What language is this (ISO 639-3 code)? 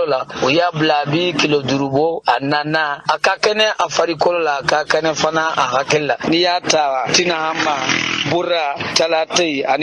bam